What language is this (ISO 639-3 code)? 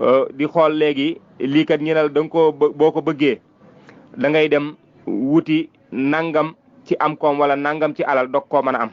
wol